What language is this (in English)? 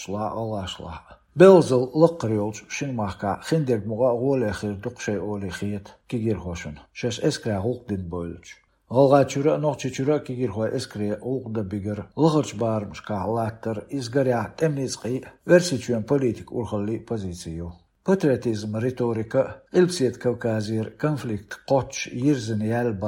Chechen